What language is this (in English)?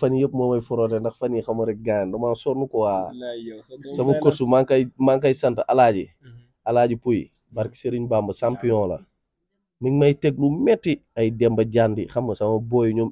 Wolof